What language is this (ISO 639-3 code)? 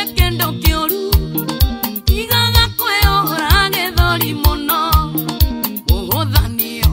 kik